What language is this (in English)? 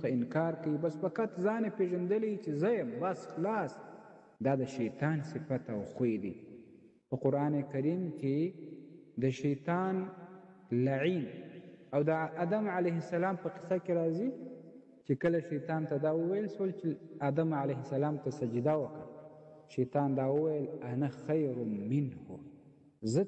Pashto